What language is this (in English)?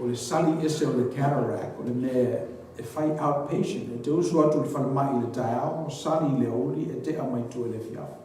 Samoan